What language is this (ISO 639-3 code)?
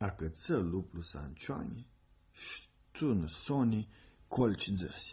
rup